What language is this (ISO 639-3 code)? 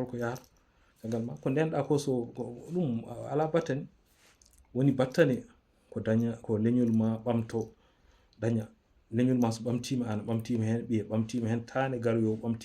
ful